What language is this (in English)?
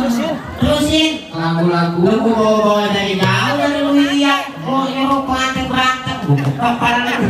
Betawi